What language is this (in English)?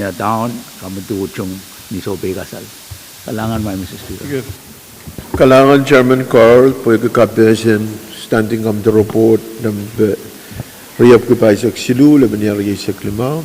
Pohnpeian